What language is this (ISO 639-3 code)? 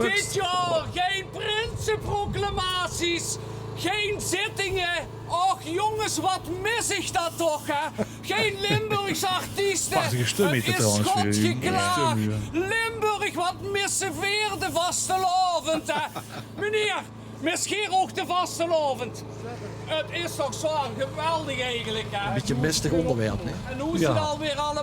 lim